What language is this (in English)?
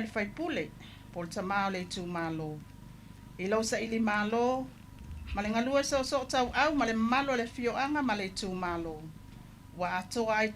Samoan